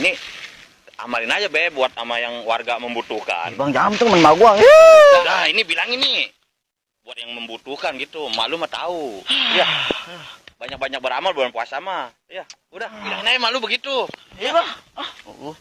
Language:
Betawi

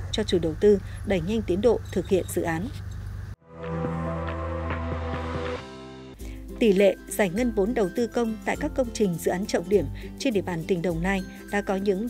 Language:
Vietnamese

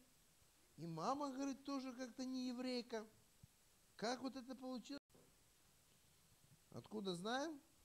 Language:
Russian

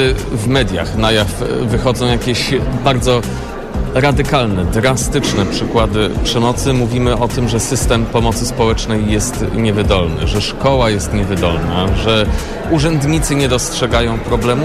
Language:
Polish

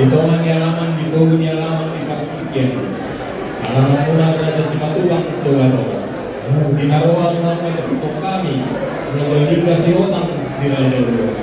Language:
Batak Toba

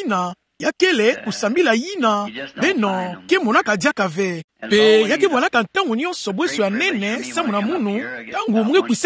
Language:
Kituba (Democratic Republic of Congo)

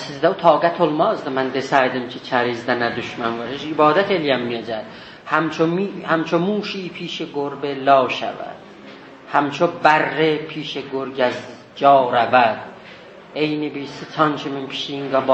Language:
South Azerbaijani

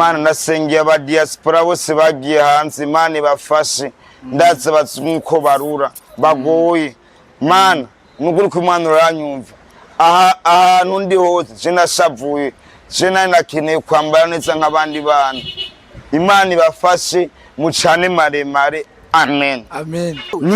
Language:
Rundi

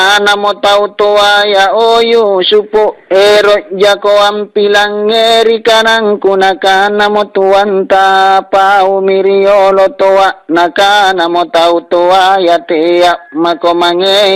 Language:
Makasar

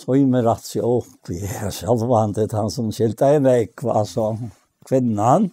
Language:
Faroese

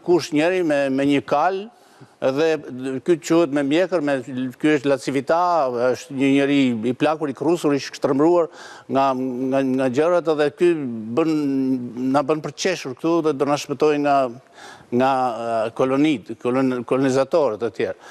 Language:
Albanian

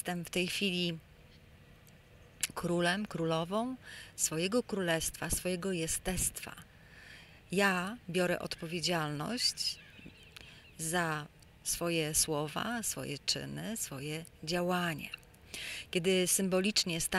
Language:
Polish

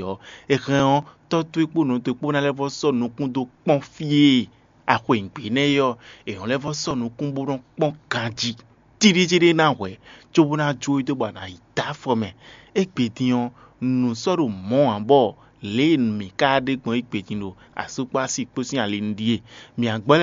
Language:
Fon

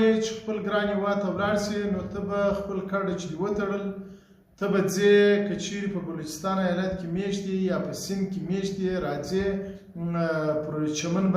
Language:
Pashto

